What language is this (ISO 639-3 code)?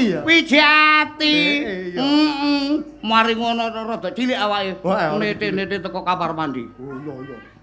jav